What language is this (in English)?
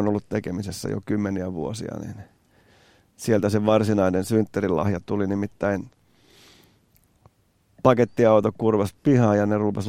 Finnish